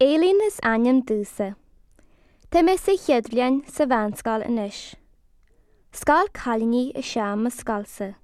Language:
Irish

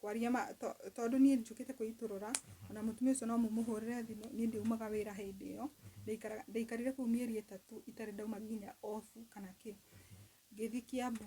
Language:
Kikuyu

